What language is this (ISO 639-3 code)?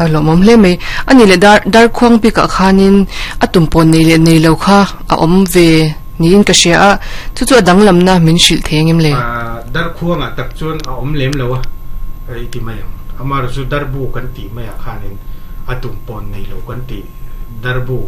lus